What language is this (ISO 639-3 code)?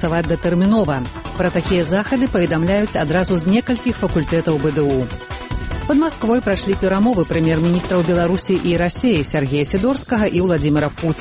bel